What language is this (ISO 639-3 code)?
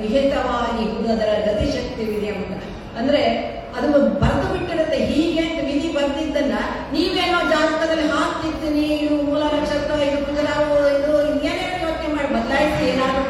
kan